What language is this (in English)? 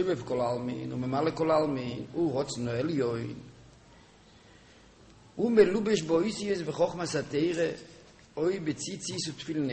Hebrew